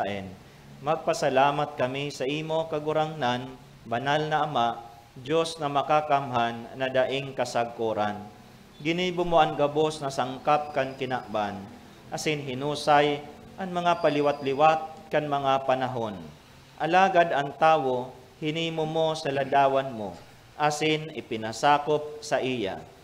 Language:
Bikol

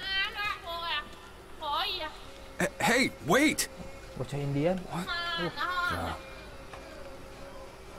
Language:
Indonesian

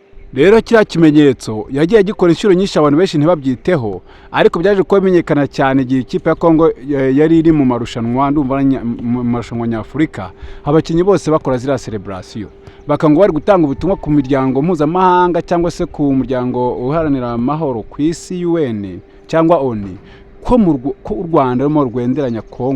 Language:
Kinyarwanda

